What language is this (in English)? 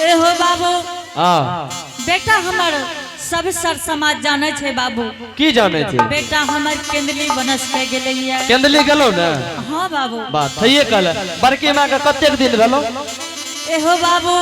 Angika